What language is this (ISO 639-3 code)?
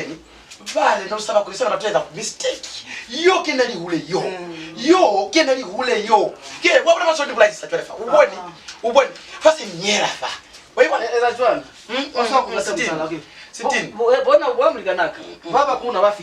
loz